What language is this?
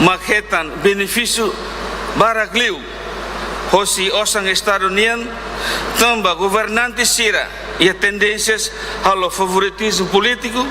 Tetum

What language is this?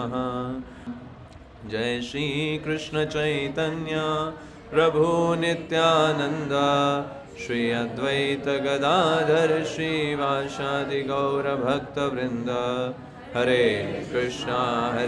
Hindi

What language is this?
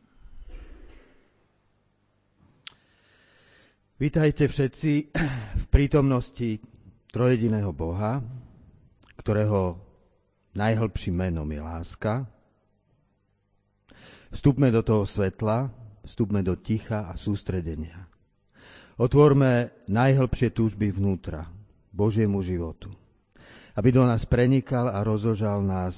Slovak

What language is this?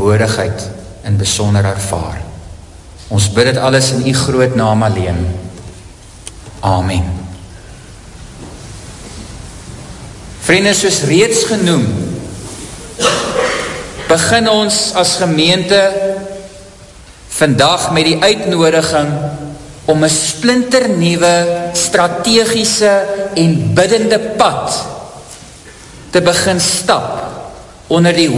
Afrikaans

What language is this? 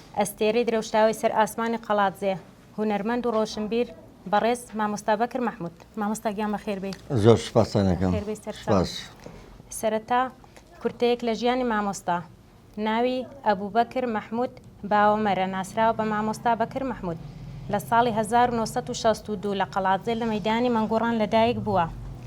Central Kurdish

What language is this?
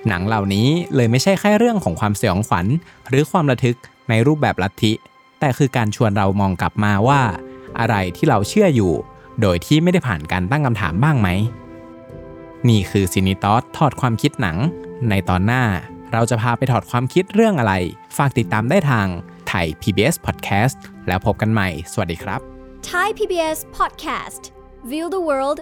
Thai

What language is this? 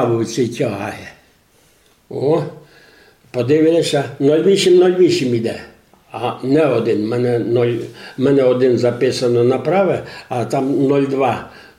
Rusyn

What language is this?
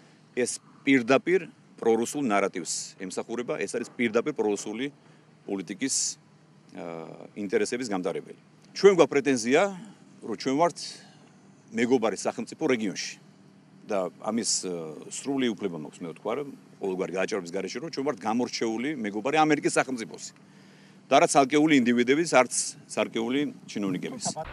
Georgian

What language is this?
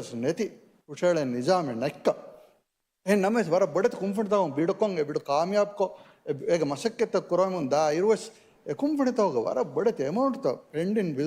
Divehi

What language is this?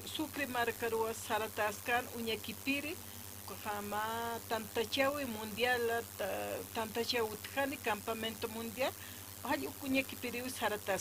Aymara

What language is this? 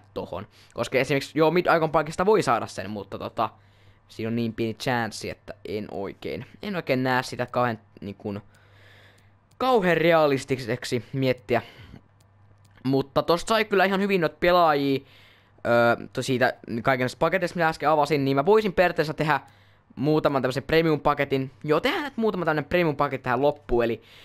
Finnish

